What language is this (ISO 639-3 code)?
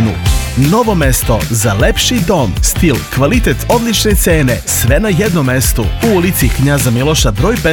srp